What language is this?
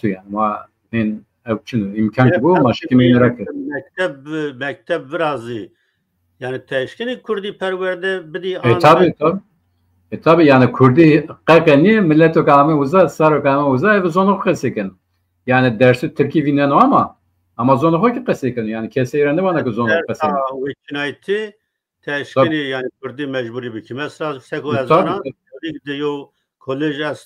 Zaza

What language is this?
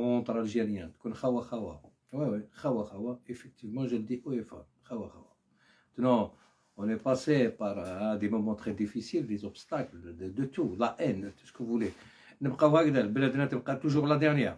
Algerian Arabic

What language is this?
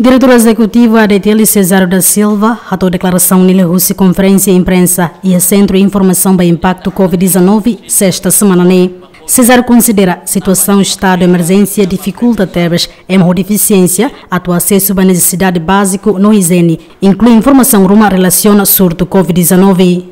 Tetum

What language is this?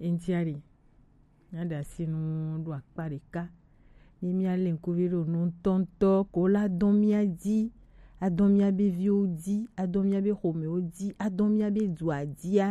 Gen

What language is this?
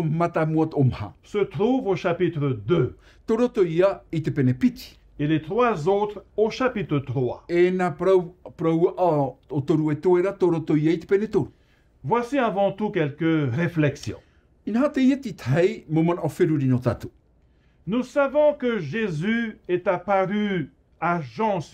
Tahitian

